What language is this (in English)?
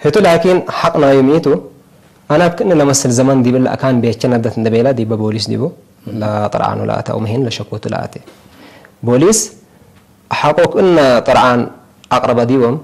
Tigre